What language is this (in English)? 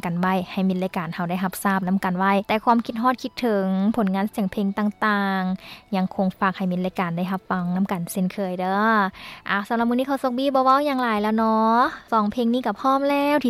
Lao